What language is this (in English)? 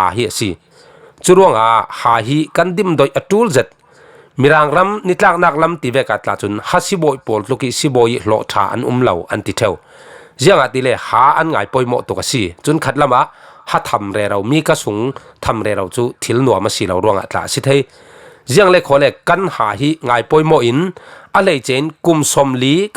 Falam Chin